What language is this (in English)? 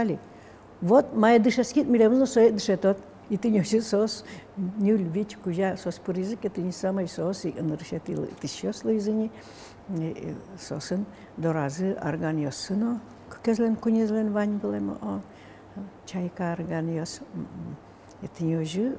Udmurt